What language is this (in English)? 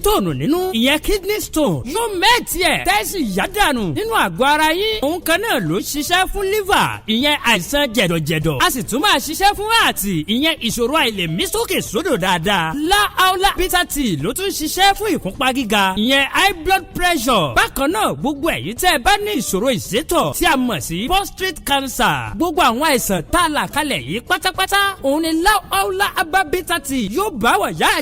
Yoruba